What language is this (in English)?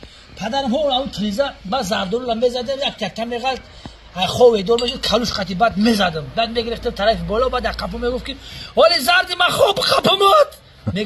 Tajik